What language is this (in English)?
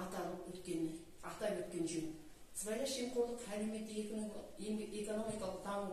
Kazakh